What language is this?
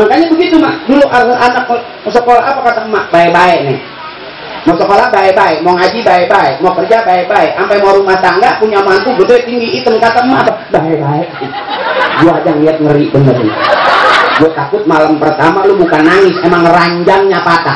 Betawi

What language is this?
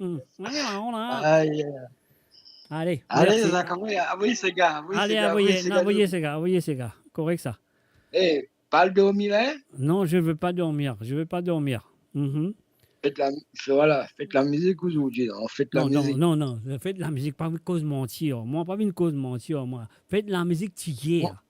Morisyen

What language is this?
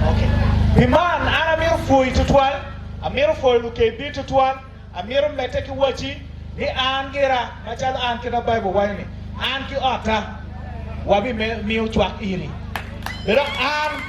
Acoli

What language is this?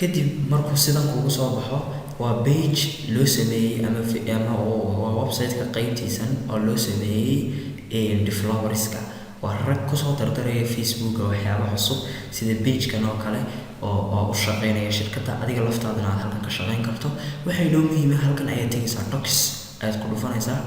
Somali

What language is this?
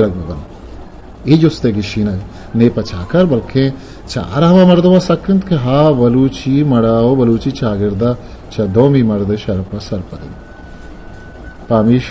Eastern Balochi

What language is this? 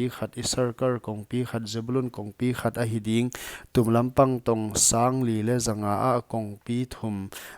Paite Chin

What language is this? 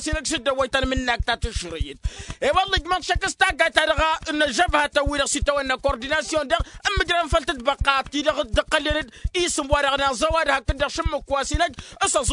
Tamasheq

